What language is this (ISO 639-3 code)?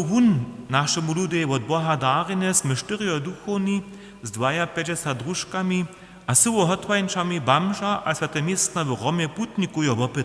hsb